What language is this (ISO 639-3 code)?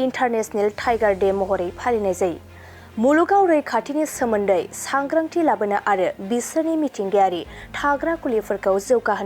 brx